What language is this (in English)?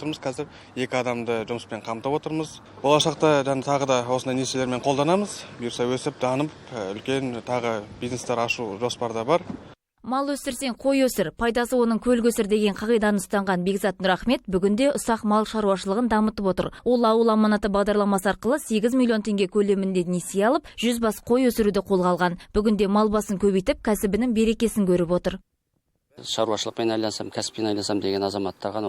Kazakh